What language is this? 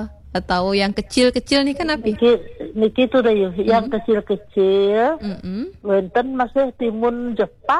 Balinese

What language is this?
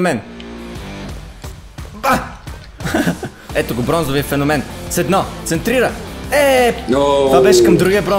Bulgarian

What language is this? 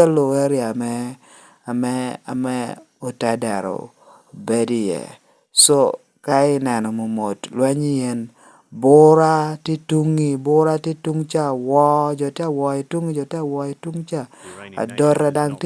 Lango (Uganda)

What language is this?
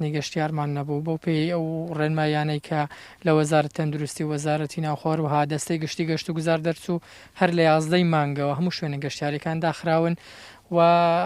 Central Kurdish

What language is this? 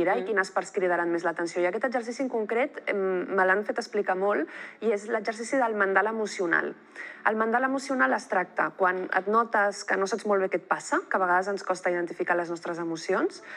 Catalan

